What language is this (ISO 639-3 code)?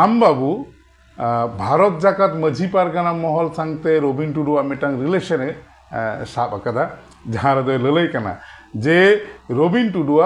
sat